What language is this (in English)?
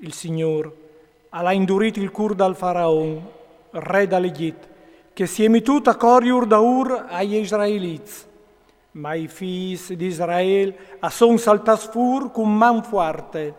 Friulian